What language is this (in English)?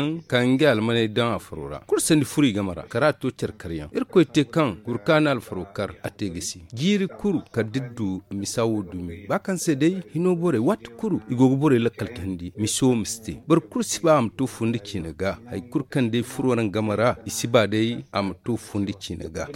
Zarma